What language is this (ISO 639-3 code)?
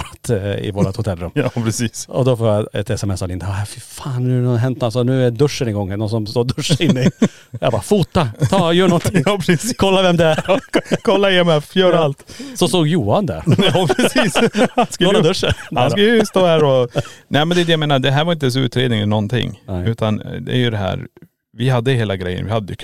swe